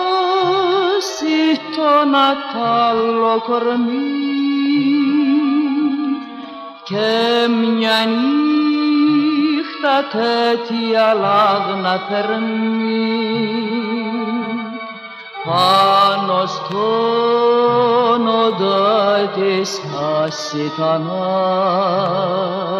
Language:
Greek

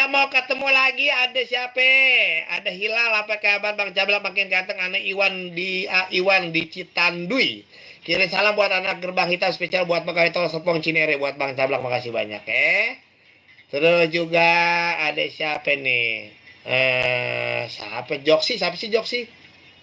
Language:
Betawi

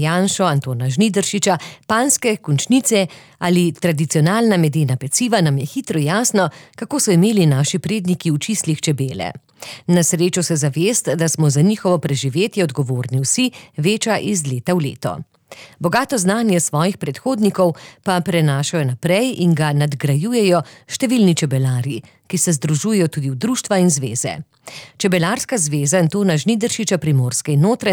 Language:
Slovenian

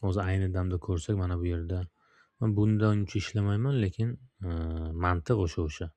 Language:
Uzbek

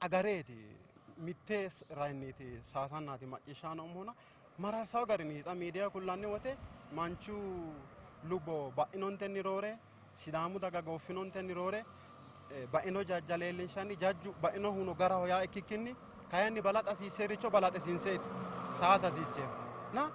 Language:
Sidamo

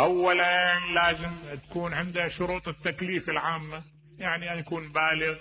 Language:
Mesopotamian Arabic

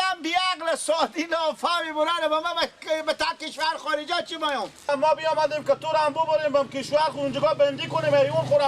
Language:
Persian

